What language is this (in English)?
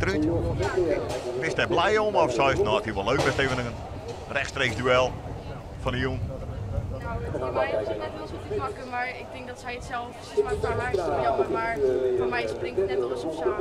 Western Frisian